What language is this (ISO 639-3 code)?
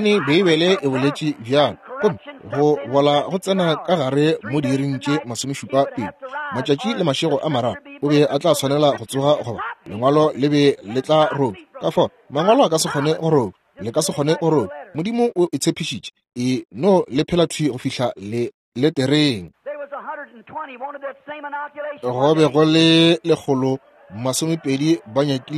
nso